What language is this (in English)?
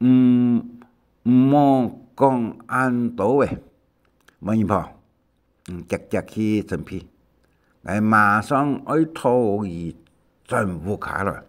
Hakka Chinese